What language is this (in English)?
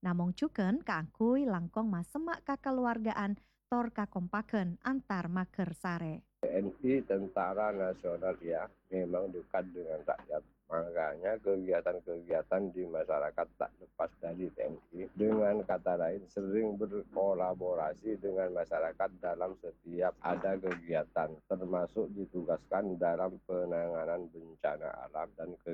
Madurese